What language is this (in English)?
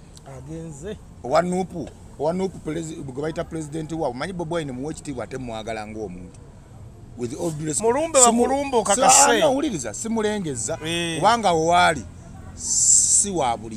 Ganda